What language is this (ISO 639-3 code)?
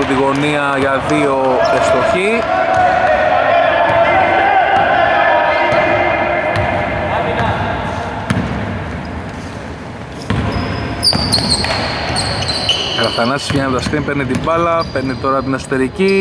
ell